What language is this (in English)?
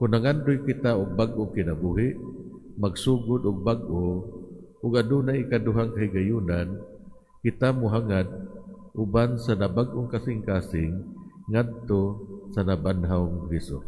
Cebuano